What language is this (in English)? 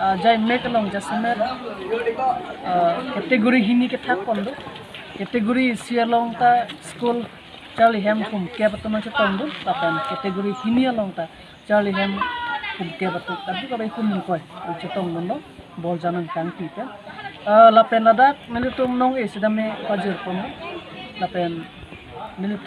Karbi